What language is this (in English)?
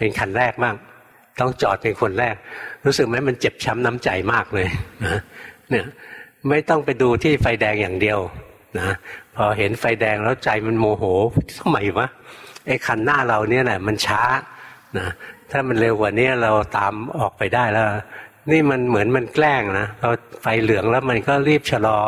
Thai